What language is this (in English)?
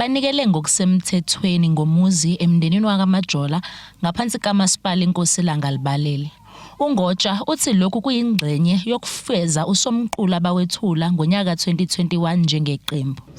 Zulu